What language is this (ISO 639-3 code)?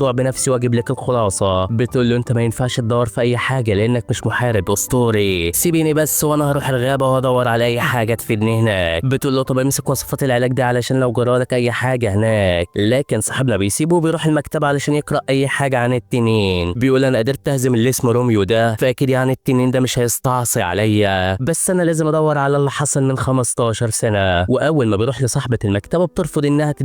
arz